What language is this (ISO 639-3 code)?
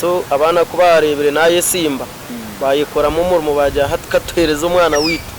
nyn